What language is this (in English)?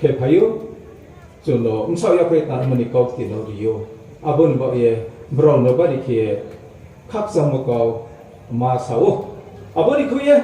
Riang (India)